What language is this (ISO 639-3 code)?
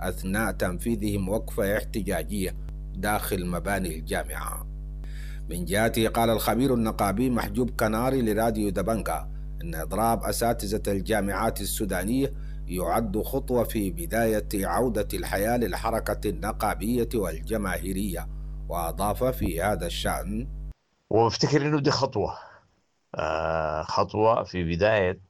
apd